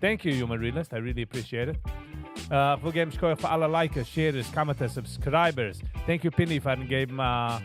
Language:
Yiddish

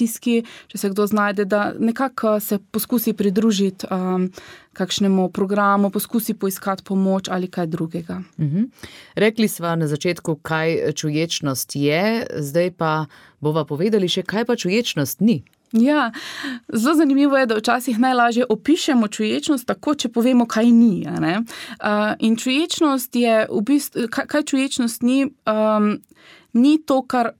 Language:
Slovenian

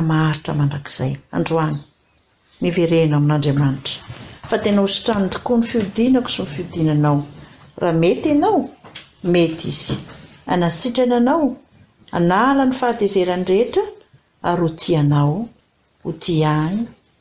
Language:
Malagasy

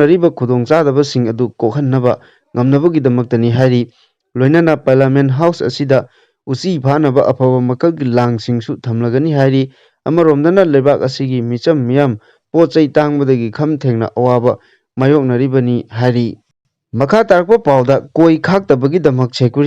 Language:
Manipuri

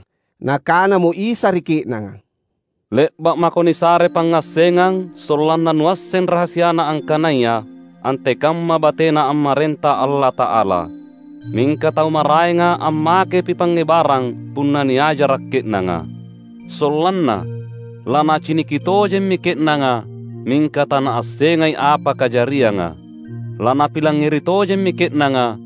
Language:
Makasar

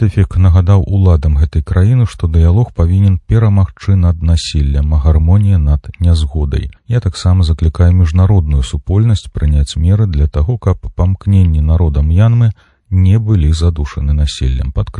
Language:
Belarusian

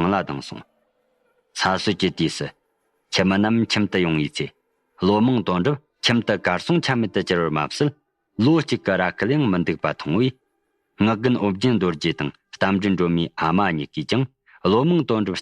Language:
Tibetan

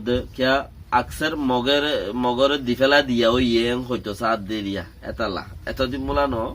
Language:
Rohingya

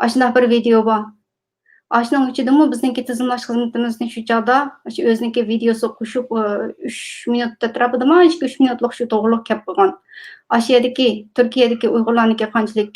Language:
Uyghur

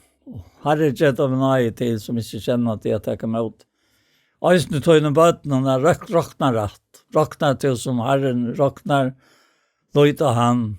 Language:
Faroese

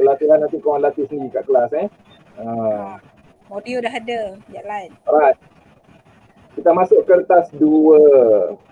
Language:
Malay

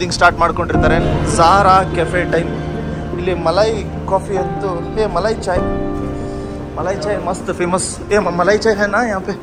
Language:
Kannada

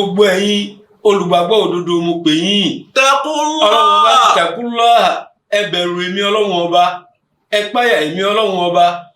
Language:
Yoruba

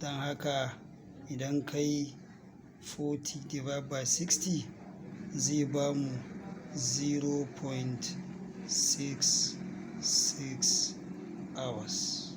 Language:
Hausa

